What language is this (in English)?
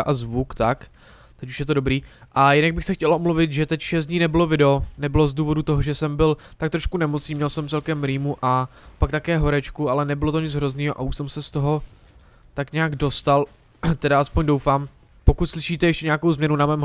Czech